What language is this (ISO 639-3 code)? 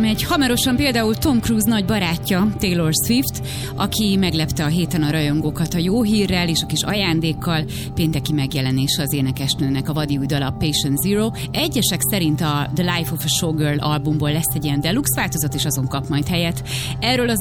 hun